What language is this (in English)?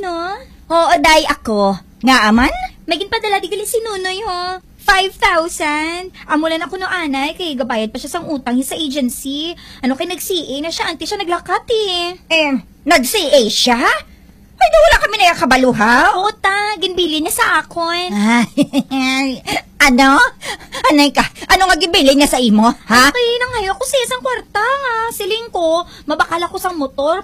Hiligaynon